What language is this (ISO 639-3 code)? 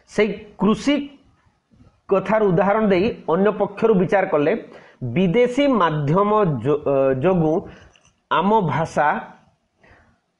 ori